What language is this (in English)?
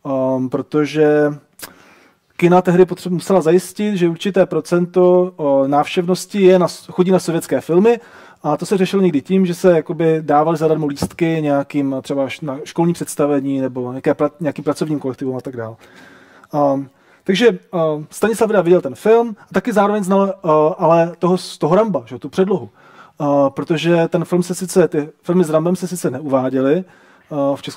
Czech